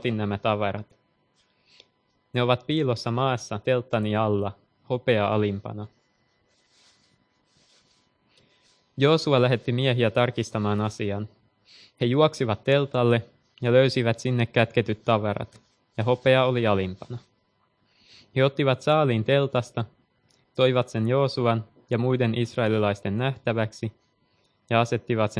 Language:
Finnish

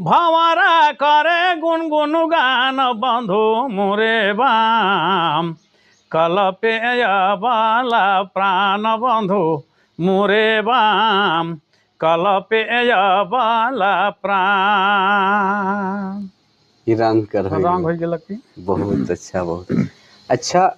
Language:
Sadri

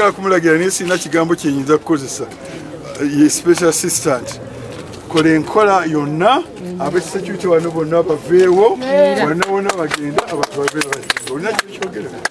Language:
Ganda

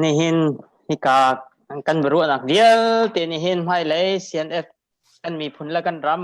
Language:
Hakha Chin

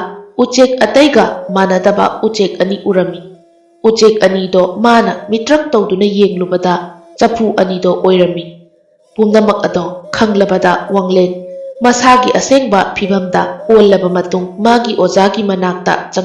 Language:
Manipuri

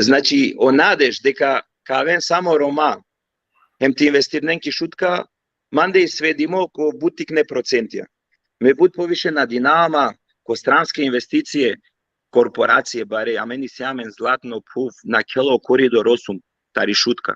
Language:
Balkan Romani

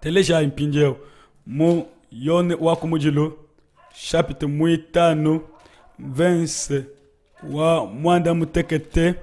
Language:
Luba-Lulua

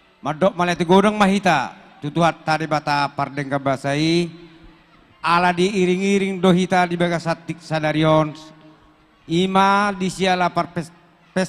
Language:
Batak Toba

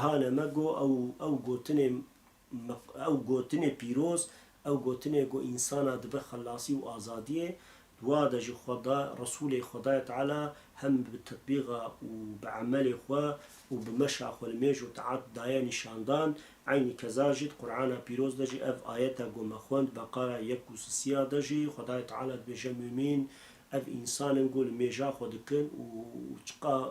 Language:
Kurdish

